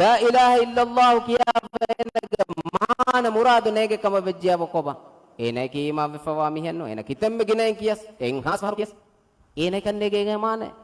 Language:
Divehi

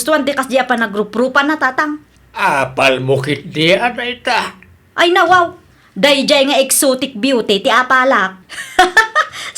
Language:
Iloko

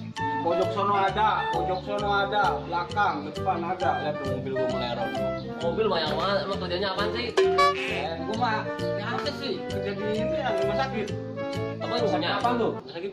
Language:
Betawi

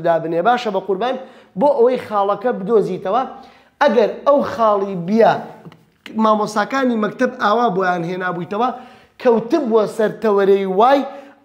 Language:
Central Kurdish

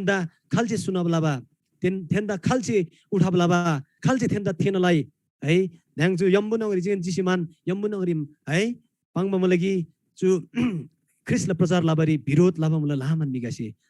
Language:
Eastern Tamang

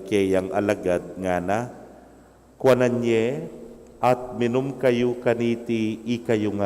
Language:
Pampanga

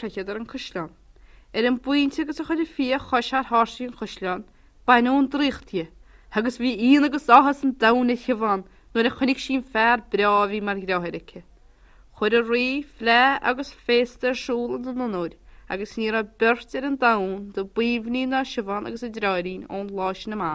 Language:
Irish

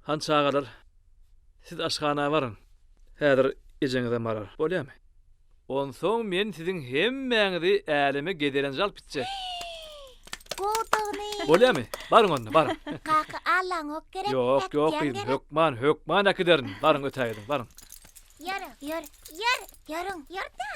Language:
Turkmen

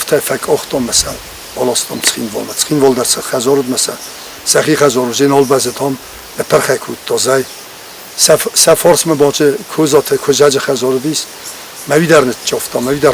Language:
Ossetic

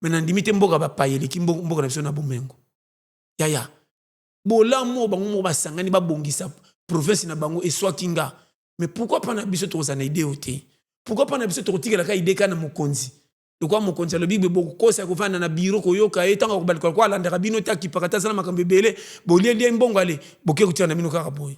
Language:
Lingala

